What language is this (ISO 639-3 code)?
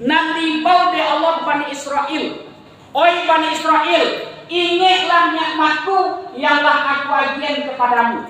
min